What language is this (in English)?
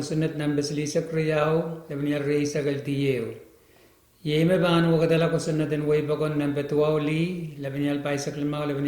Pohnpeian